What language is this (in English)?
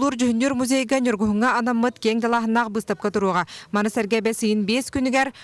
Yakut